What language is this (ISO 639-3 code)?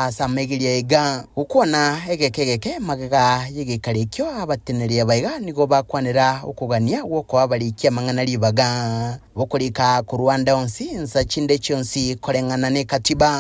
guz